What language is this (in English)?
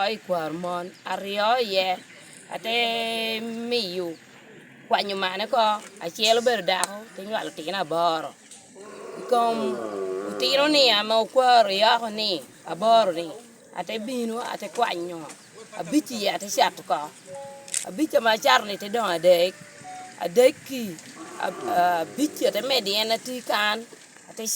Lango (Uganda)